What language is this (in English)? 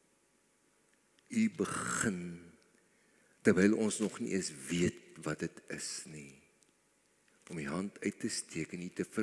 Afrikaans